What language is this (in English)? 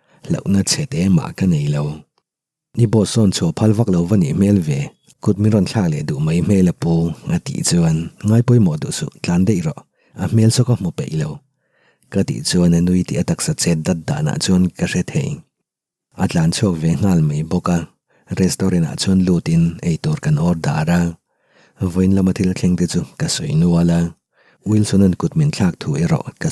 Mizo